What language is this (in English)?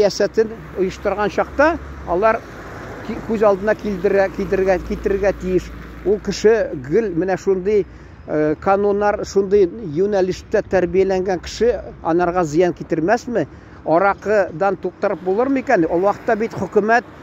Tatar